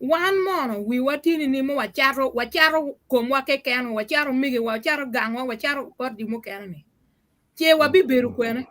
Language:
Acoli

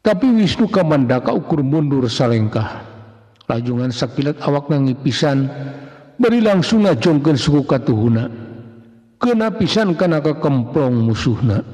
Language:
Sundanese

